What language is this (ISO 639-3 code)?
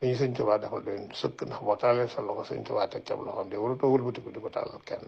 wol